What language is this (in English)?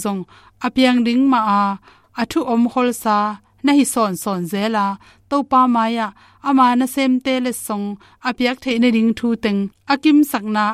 Tedim Chin